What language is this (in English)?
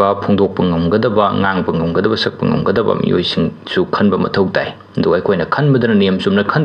Manipuri